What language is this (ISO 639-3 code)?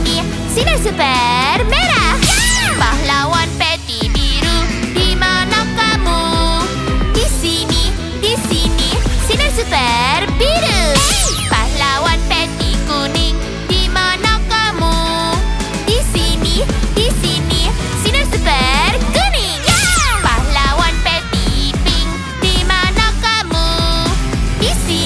ind